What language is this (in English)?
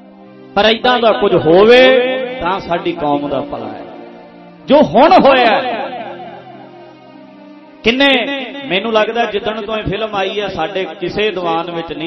Punjabi